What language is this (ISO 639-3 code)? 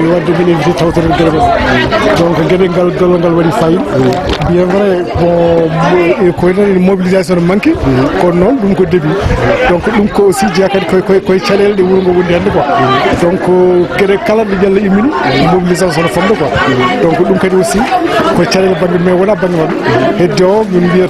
ful